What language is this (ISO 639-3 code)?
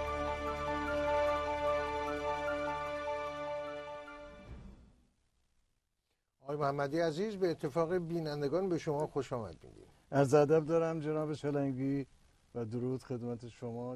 fas